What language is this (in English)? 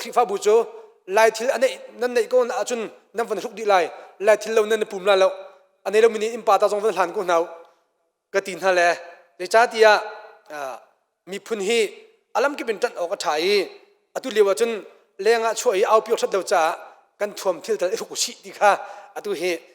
Hakha Chin